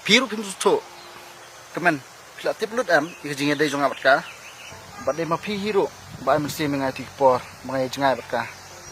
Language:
Khasi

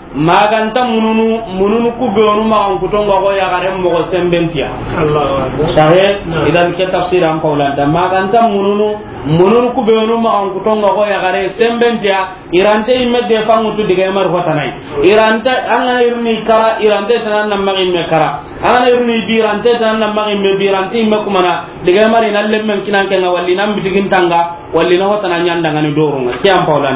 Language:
Soninke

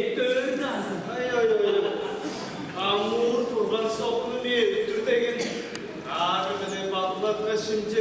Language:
Tuvinian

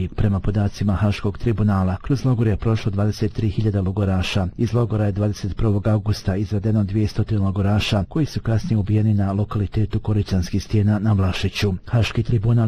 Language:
Bosnian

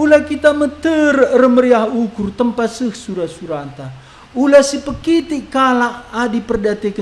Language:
Batak Karo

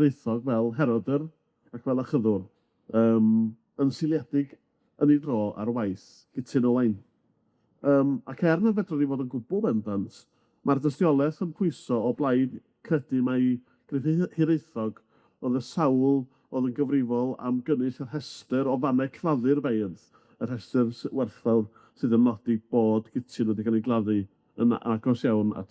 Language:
Welsh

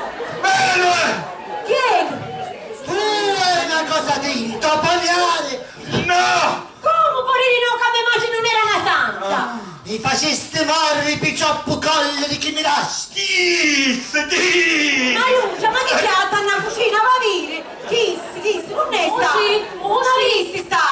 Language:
Sicilian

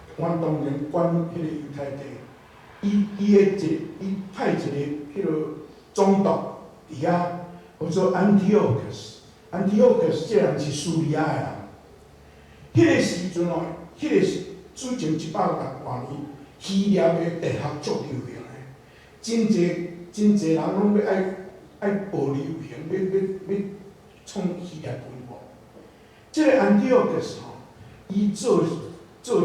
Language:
Min Nan Chinese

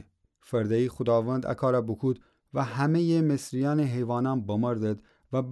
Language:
Gilaki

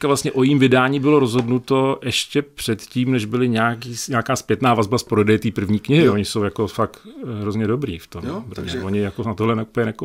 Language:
Czech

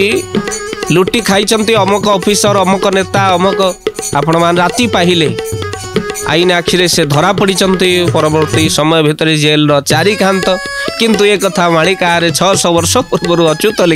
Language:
Odia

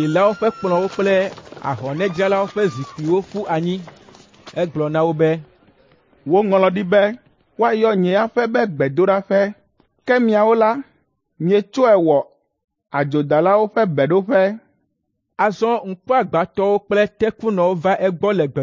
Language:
Ewe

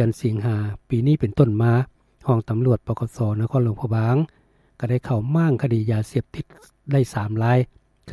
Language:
Lao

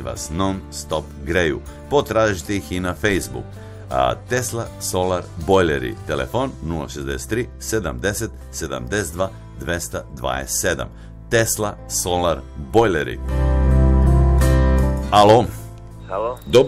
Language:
Serbian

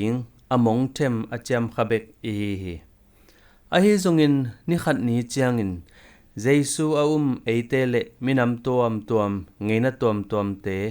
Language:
Tedim Chin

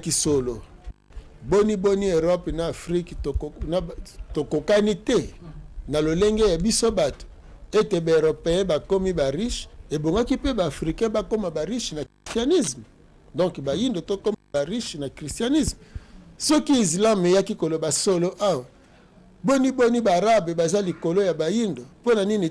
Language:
Lingala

